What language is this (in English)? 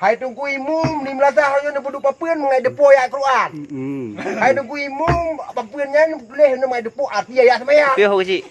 Achinese